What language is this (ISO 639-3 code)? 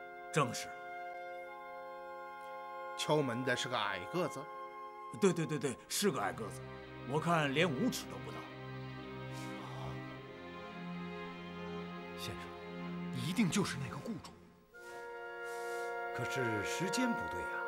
zho